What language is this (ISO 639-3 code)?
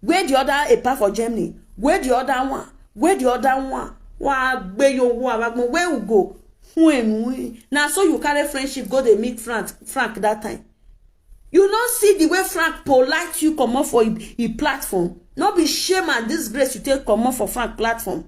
pcm